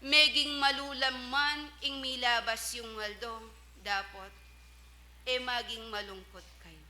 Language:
Pampanga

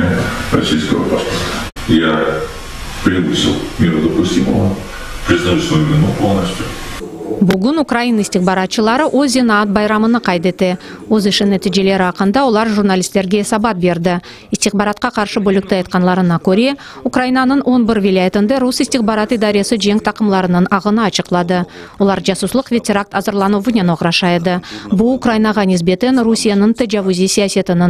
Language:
Crimean Tatar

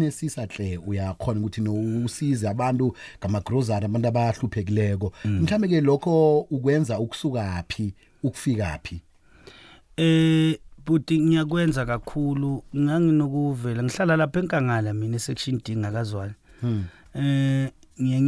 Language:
South Ndebele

